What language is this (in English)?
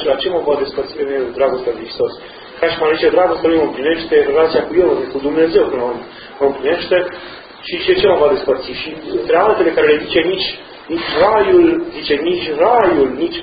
Romanian